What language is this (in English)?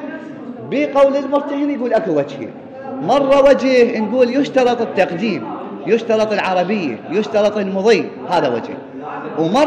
Mesopotamian Arabic